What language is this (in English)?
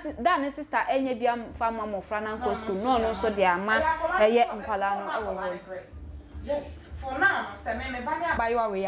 Akan